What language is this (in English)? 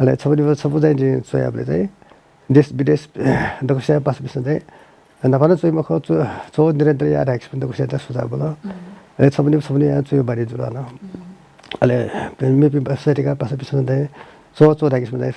Newari